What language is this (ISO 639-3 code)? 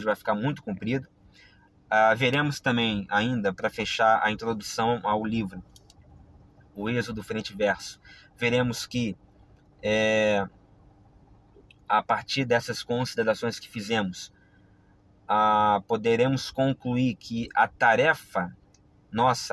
por